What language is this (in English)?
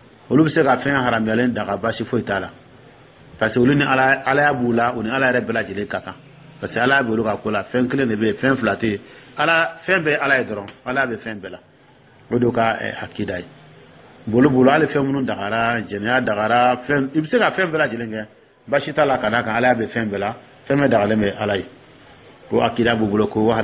Dyula